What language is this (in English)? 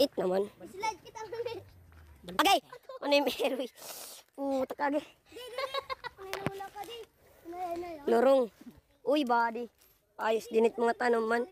Waray